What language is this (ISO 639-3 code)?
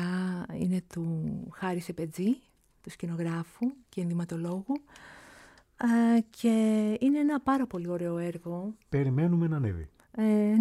ell